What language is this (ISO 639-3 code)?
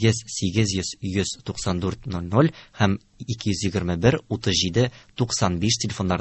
tat